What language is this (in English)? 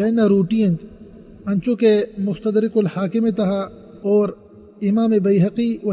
Eastern Balochi